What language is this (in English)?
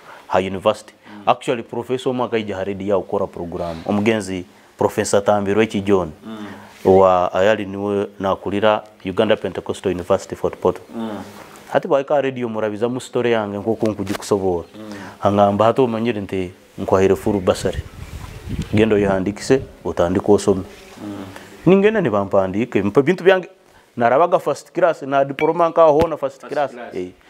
Nyoro